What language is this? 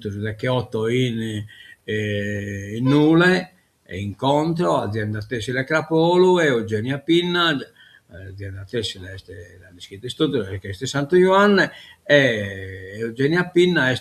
Sardinian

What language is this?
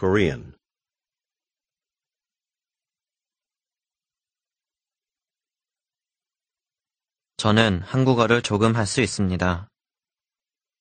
Korean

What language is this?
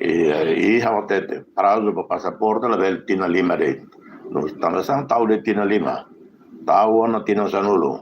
Tetum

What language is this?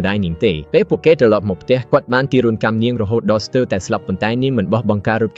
Khmer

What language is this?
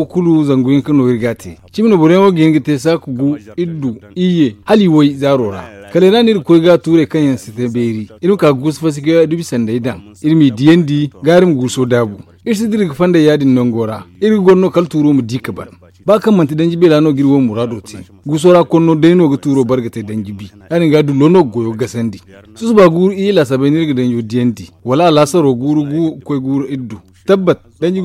Zarma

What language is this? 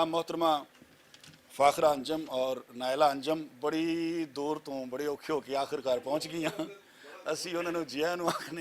Western Panjabi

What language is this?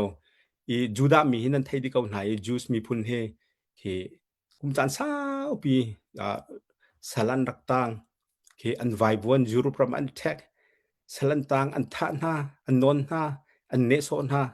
Hakha Chin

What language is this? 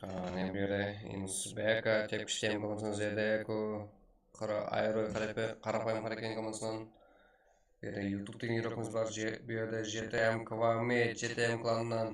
Kara-Kalpak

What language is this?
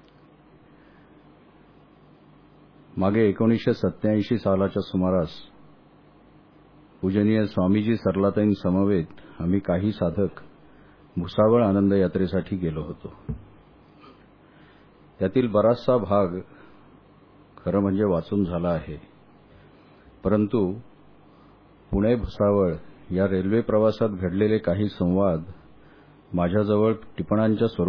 Marathi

